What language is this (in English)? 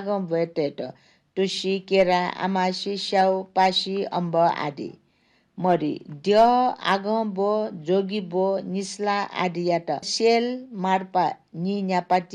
Newari